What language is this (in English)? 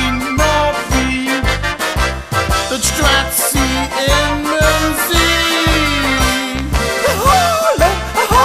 Limburgish